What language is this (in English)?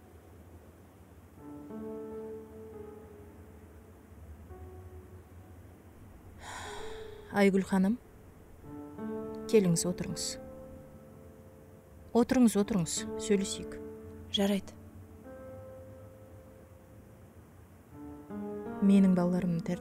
Kazakh